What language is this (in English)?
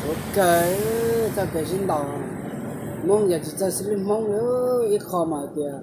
Hmong